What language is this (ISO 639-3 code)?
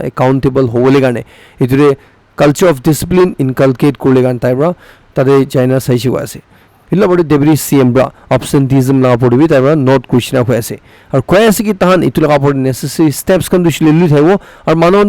nag